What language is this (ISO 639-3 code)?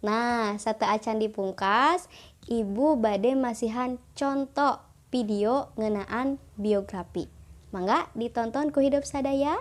sun